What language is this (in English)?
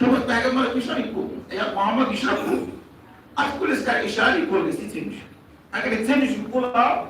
Kashmiri